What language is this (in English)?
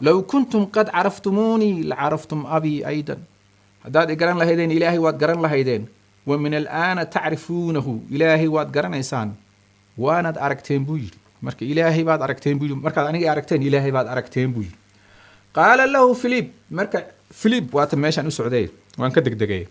Somali